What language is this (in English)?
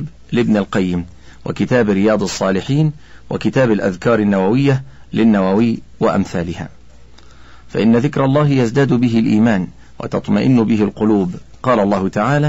Arabic